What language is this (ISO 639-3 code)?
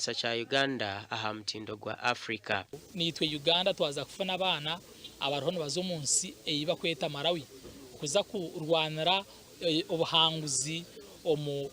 nyn